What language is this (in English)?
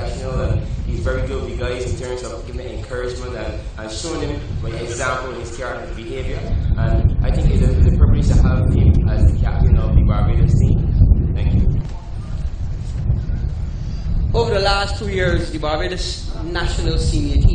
English